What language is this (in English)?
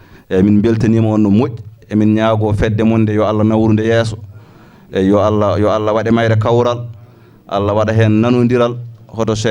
Fula